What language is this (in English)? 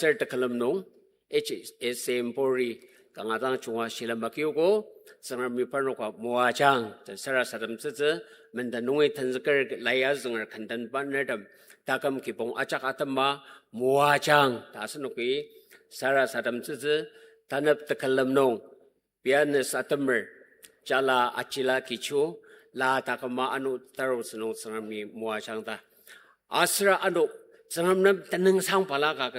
Ao Naga